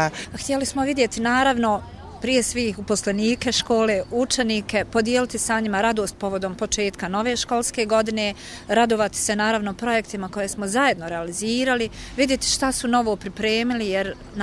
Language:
Bosnian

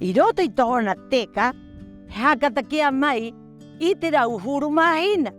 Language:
Rapanui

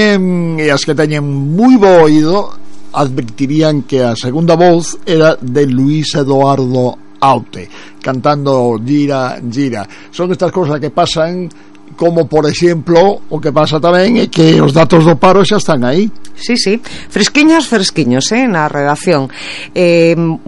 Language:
Galician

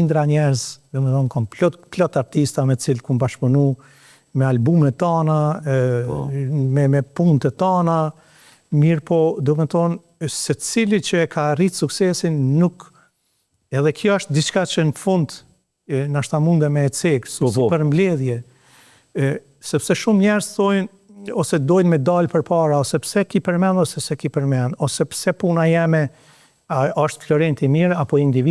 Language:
Albanian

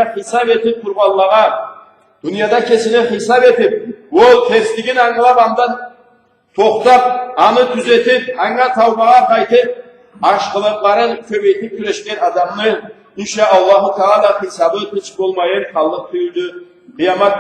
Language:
Karachay-Balkar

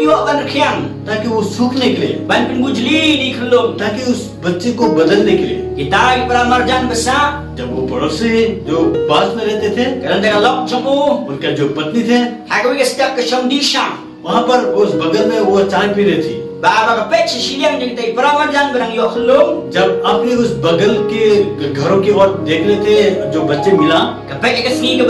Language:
Khasi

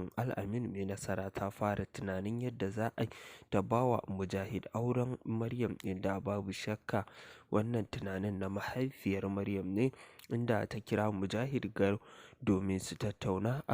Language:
Hausa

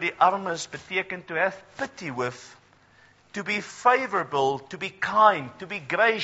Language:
Afrikaans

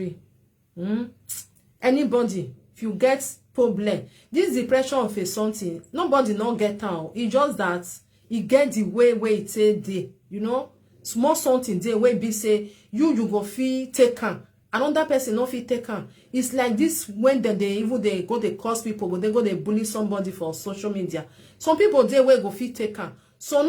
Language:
Nigerian Pidgin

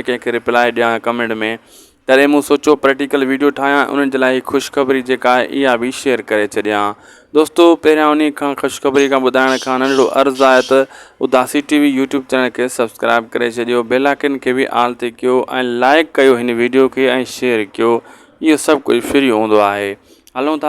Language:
Sindhi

